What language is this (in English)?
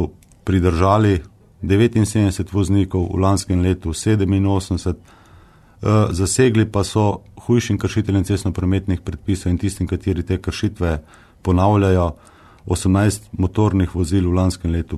Slovenian